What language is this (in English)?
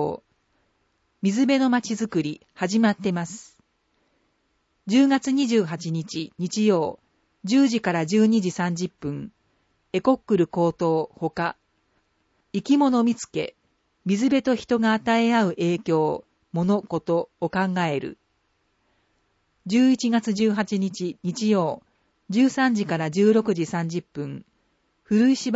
Japanese